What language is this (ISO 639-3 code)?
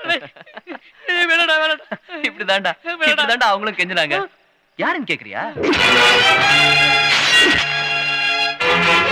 tam